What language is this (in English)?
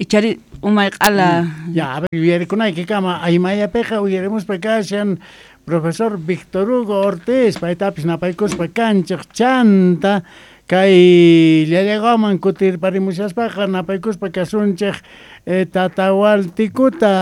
South Bolivian Quechua